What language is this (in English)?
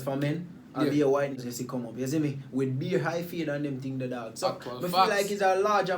Jamaican Creole English